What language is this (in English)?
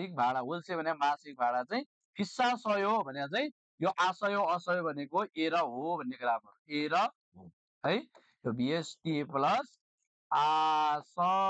Nepali